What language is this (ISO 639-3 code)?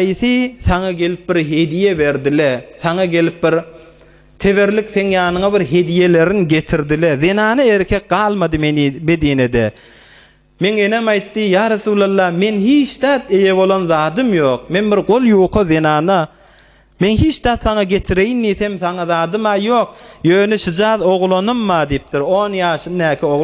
tuk